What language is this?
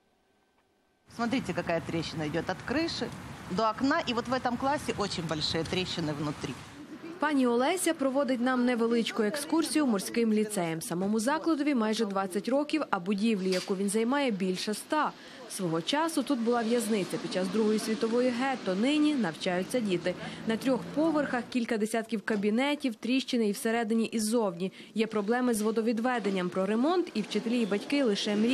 Ukrainian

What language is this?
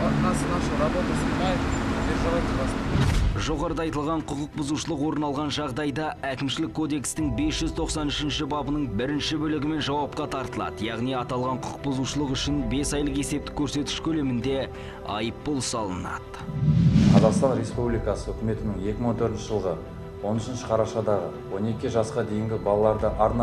Kazakh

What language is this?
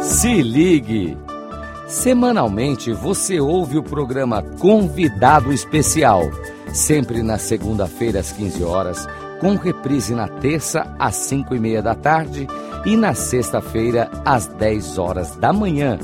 Portuguese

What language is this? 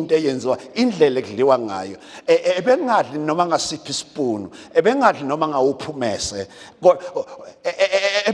Zulu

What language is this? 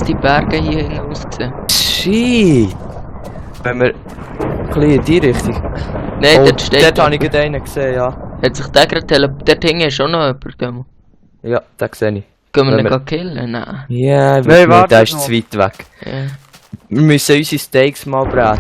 Swiss German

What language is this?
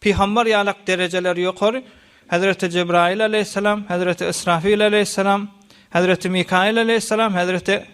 Turkmen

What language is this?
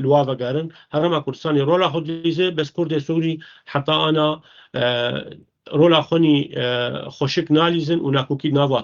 Kurdish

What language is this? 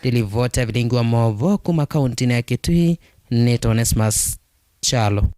Kamba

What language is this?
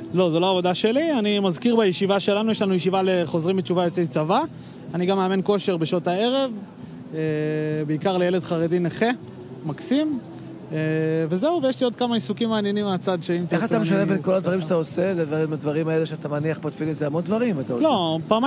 Hebrew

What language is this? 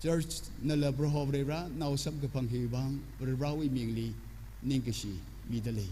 Tangkhul Naga (India)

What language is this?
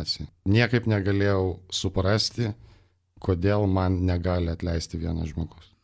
Lithuanian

